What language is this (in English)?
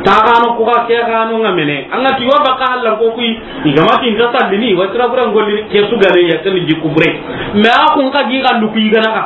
Soninke